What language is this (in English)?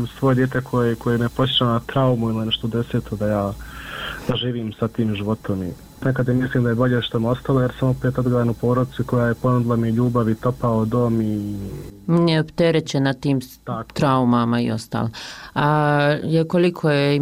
Bosnian